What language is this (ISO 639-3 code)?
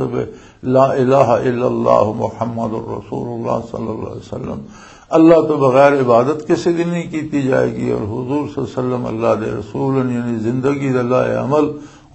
lah